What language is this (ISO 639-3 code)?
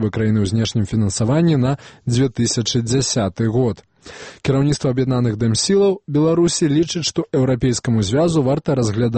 bel